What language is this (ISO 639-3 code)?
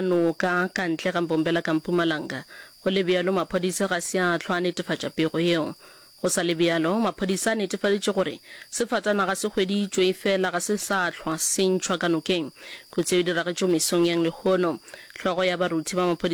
nso